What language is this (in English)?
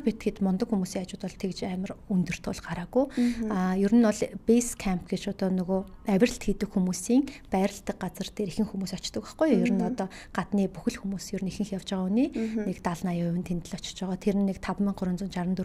Mongolian